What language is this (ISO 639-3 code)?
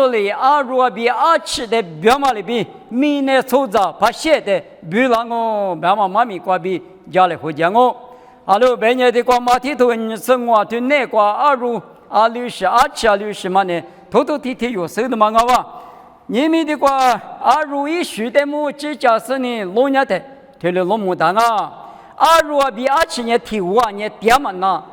lis